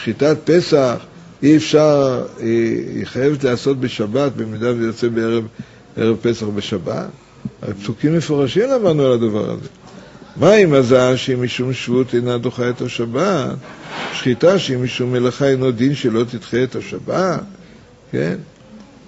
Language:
Hebrew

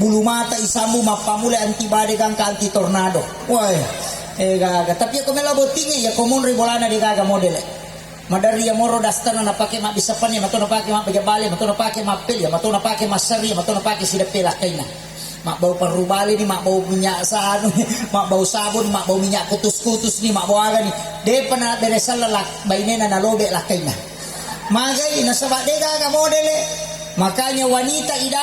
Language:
Buginese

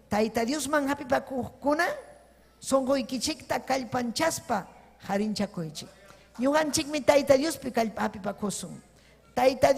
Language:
Ayacucho Quechua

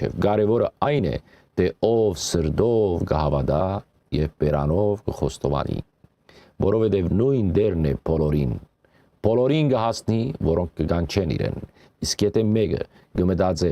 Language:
Western Armenian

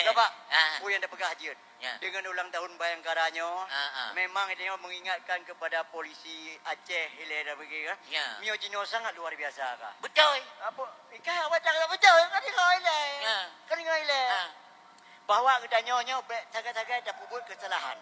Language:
Achinese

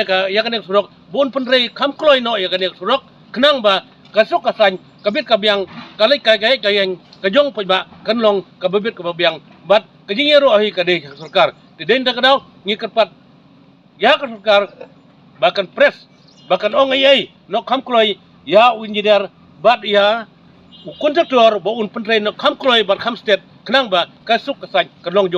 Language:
Khasi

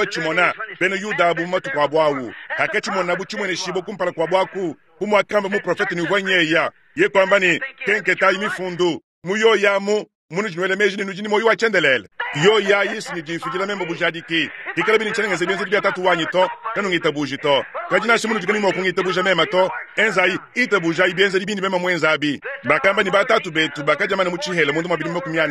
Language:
Luba-Lulua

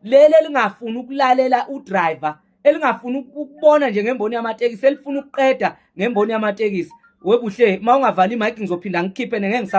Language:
Zulu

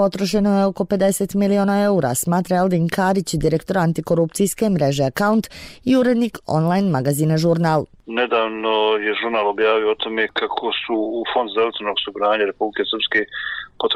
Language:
Bosnian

